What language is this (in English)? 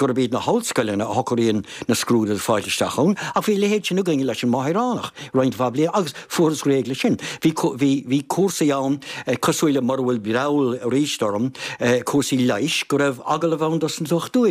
Irish